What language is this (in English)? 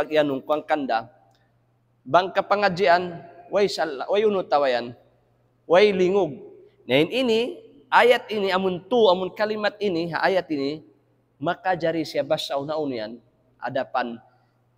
Tausug